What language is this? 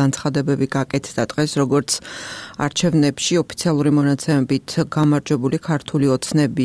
Georgian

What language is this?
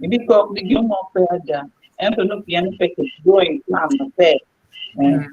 Acoli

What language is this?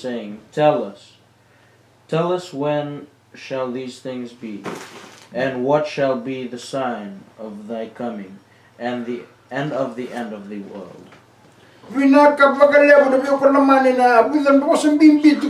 Fijian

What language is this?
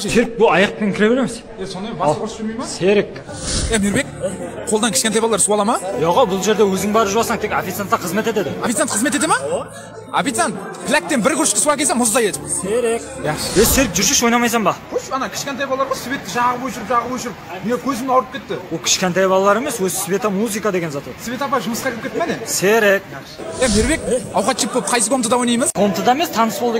Kara-Kalpak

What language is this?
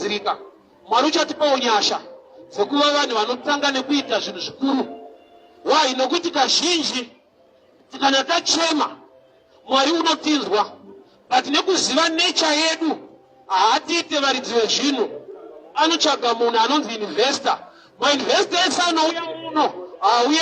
Shona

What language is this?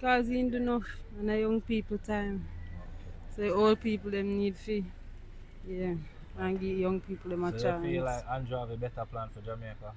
Jamaican Creole English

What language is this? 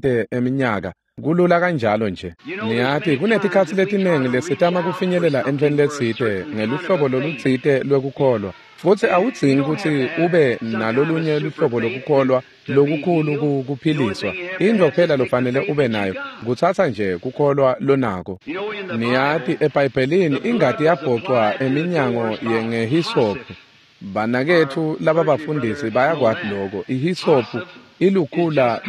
Swati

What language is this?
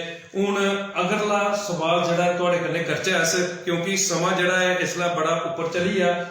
Dogri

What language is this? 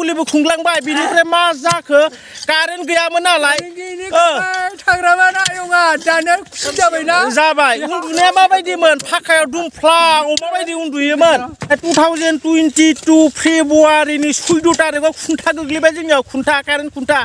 Bodo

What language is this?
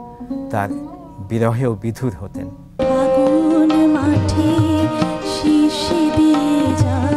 Bangla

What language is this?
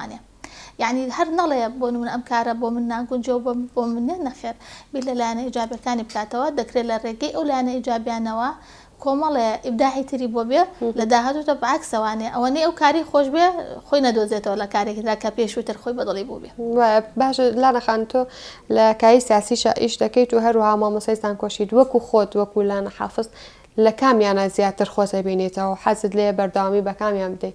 Central Kurdish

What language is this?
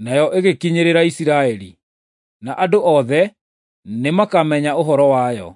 Kikuyu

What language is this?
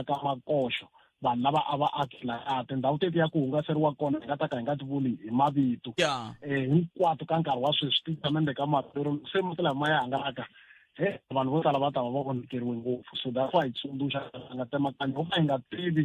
Tsonga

